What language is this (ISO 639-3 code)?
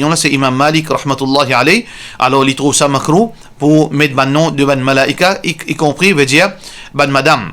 mfe